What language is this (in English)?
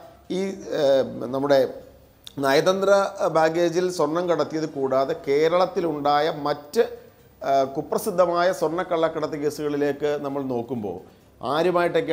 Malayalam